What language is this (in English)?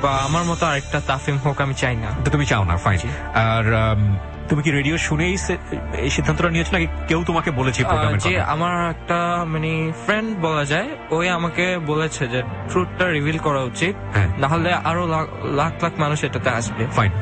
Bangla